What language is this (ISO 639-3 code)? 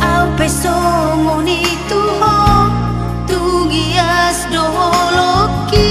bbc